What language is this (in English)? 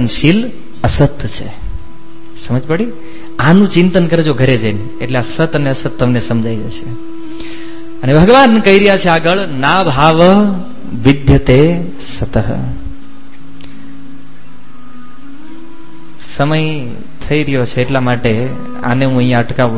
Gujarati